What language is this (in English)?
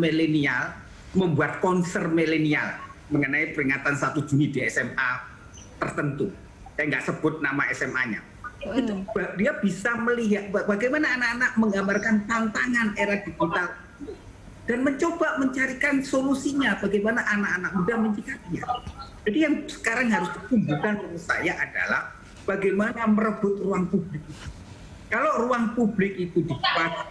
Indonesian